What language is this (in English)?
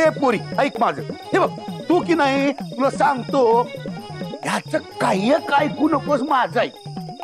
Marathi